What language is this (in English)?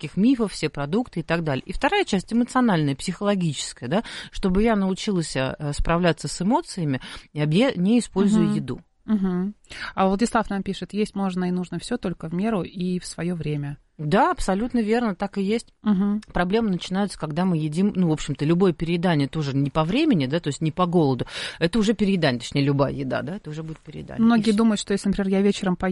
Russian